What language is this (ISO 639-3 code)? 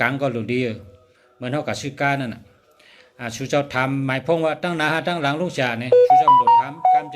shn